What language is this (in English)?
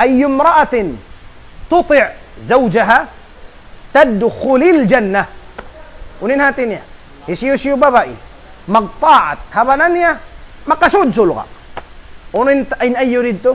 Tausug